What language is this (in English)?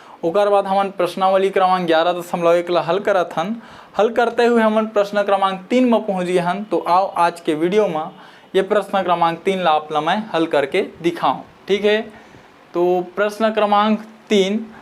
Chhattisgarhi